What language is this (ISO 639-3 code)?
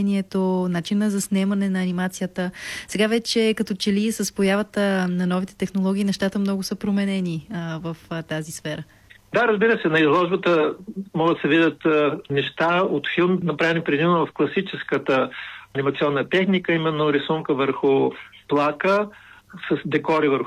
bul